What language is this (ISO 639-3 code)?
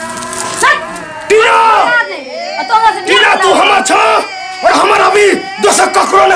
mai